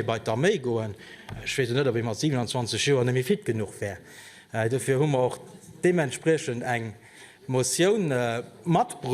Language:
Luxembourgish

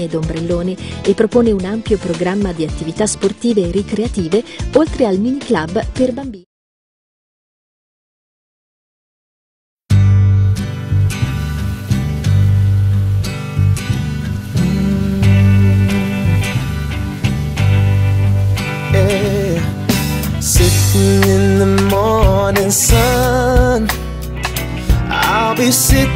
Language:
Italian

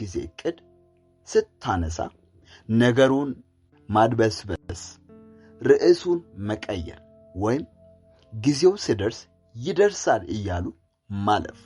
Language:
Amharic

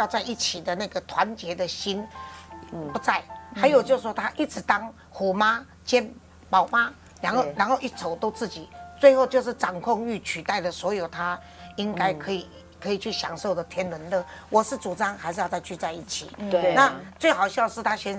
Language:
Chinese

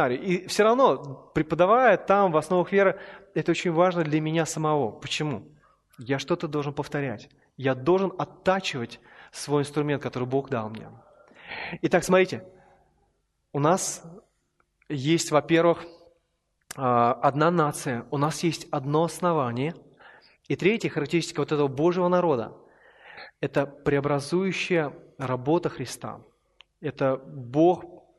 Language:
Russian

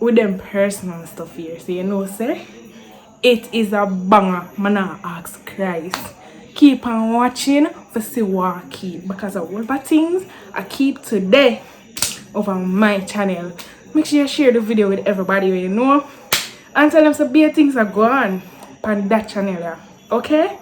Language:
Jamaican Creole English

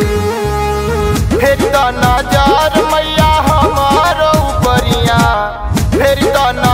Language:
Bhojpuri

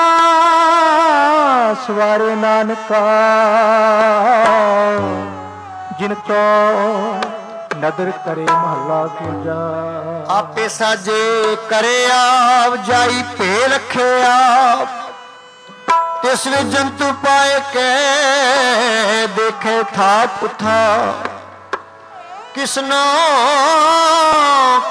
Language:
Punjabi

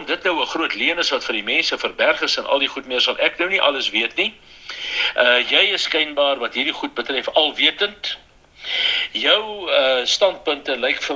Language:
Afrikaans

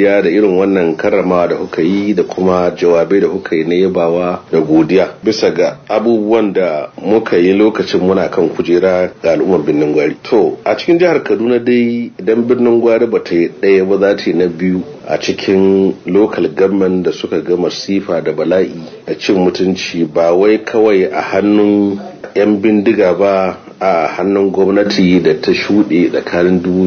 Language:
Hausa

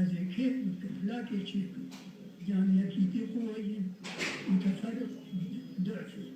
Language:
Kurdish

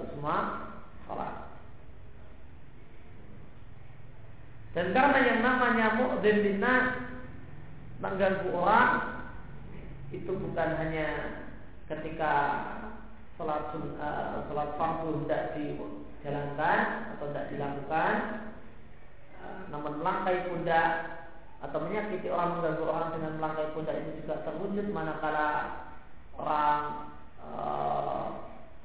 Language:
Indonesian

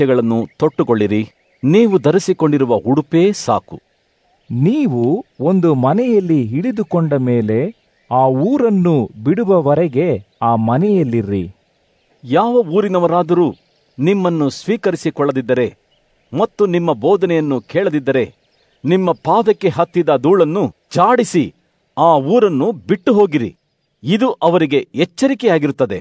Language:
Kannada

